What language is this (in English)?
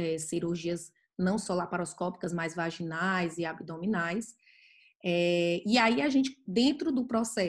Portuguese